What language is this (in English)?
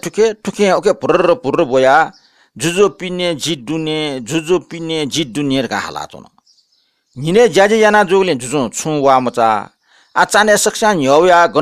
Newari